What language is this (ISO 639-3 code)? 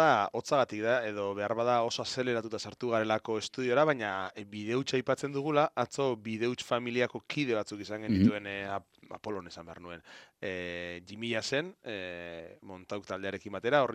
eus